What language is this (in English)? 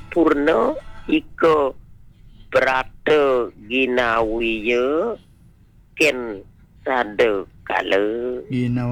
Balinese